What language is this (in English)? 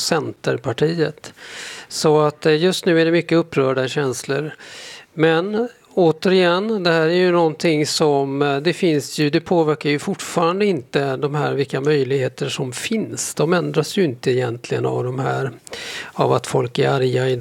Swedish